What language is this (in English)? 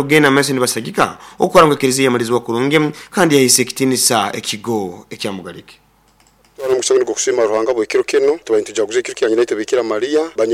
Nyoro